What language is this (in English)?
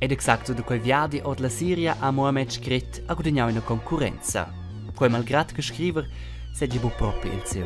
Romansh